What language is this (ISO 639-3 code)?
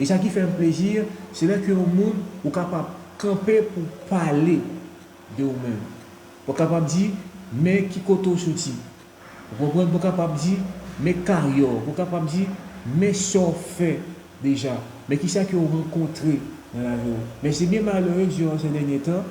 hat